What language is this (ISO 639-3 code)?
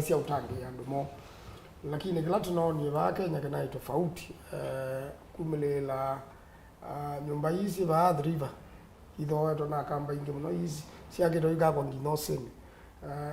kam